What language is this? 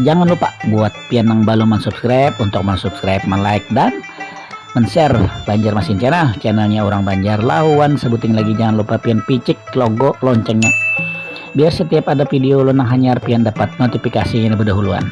Banjar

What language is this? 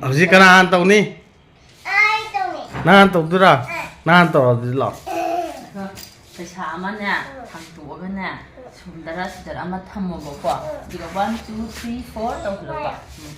Manipuri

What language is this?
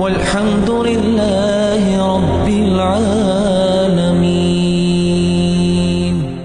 Ingush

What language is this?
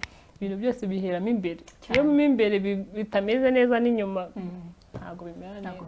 Kinyarwanda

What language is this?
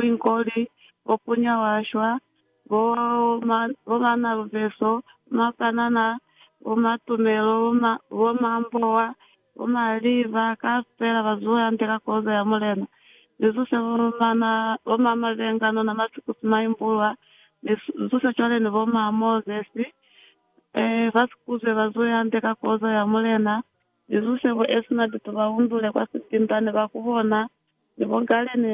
Lozi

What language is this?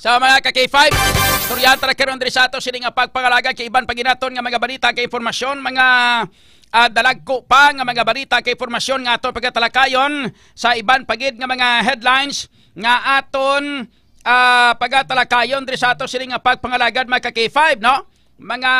Hiligaynon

